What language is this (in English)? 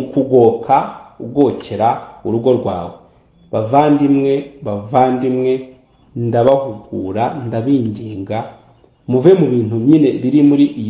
Kinyarwanda